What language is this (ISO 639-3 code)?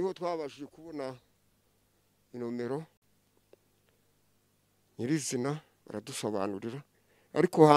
kin